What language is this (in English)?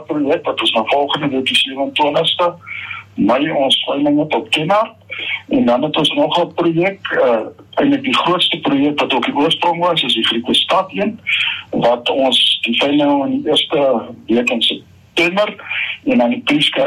Afrikaans